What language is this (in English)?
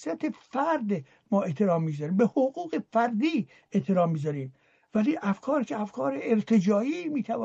Persian